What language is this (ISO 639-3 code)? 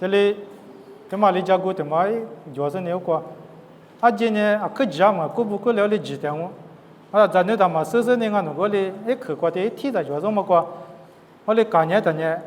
lis